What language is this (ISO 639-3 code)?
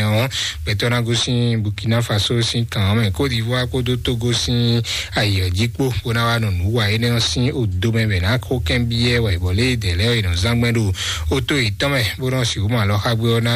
fon